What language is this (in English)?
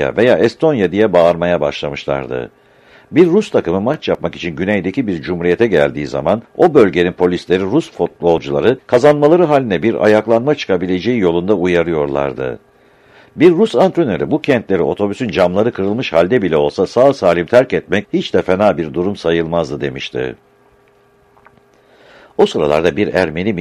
Turkish